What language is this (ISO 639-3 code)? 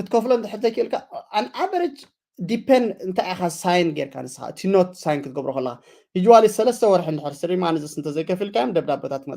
tir